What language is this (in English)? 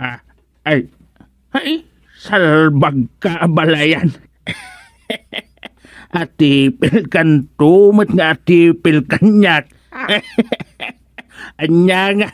Iloko